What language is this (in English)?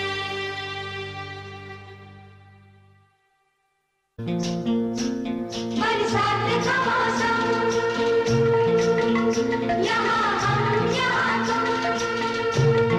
Hindi